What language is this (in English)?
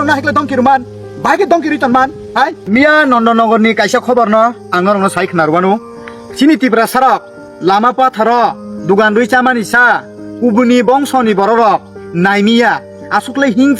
Kok Borok